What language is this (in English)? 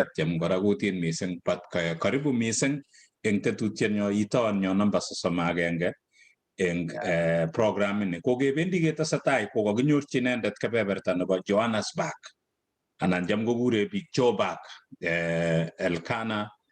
Kalenjin